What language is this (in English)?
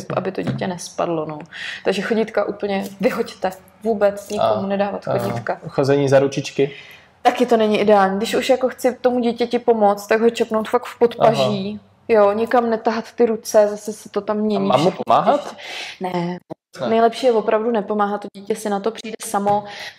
Czech